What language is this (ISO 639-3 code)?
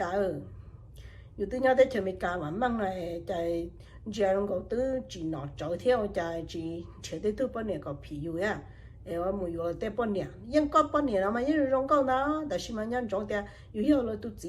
hmn